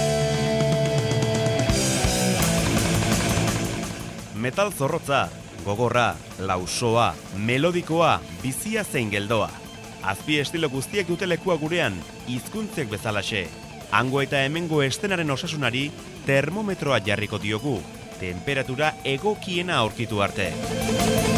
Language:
Basque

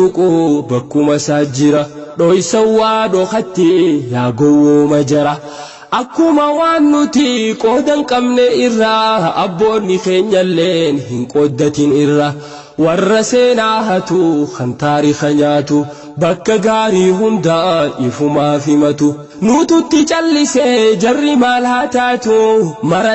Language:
Oromo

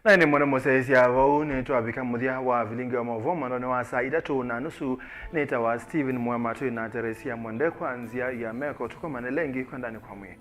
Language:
Kamba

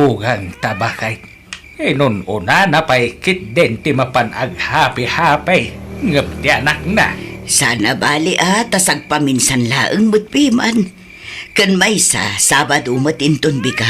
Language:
Iloko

